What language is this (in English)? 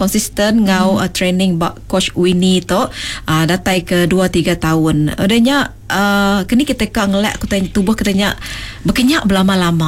Iban